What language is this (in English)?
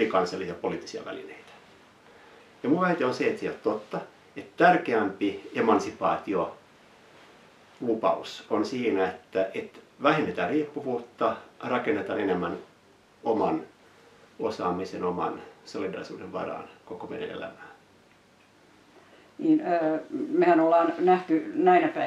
Finnish